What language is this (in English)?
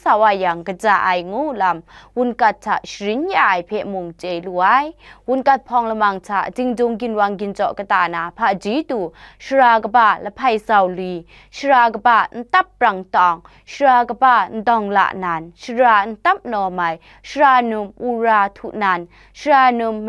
Kachin